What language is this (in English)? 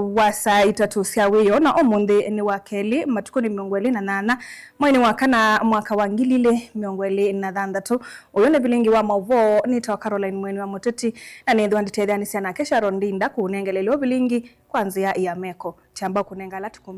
Kamba